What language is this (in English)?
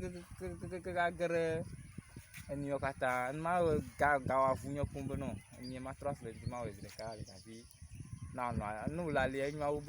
Ewe